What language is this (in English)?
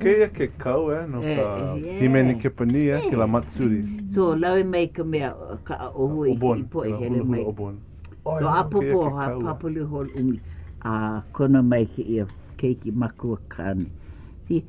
Hawaiian